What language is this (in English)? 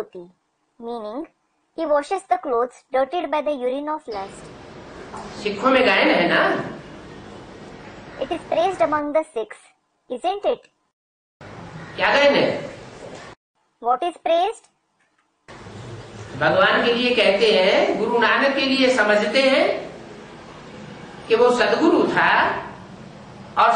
Hindi